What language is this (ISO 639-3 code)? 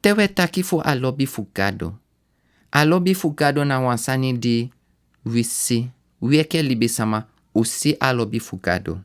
srn